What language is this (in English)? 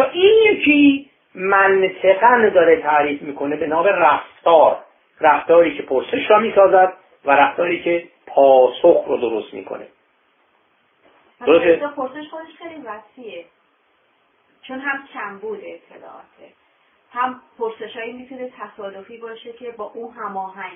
Persian